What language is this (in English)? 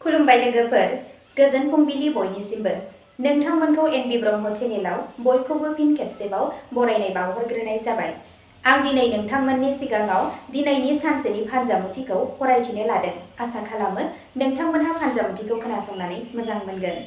Bodo